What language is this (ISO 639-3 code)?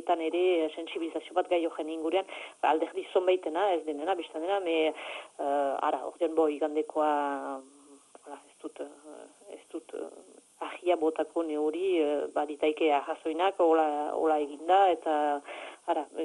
eus